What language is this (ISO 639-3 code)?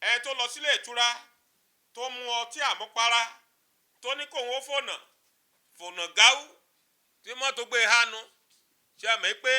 yor